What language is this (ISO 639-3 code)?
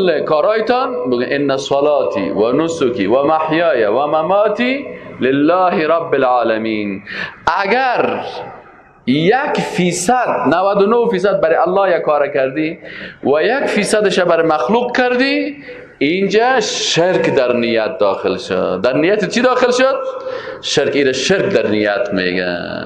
fas